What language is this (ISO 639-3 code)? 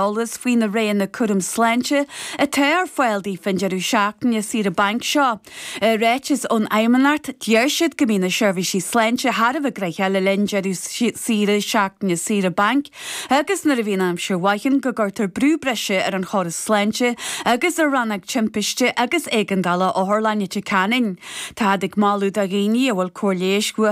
gle